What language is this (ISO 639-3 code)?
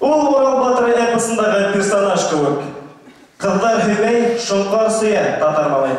bak